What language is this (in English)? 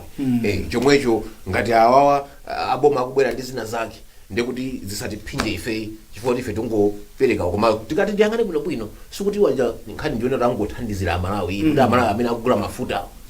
Nyanja